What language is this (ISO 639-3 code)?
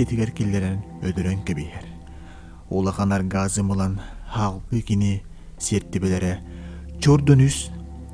sah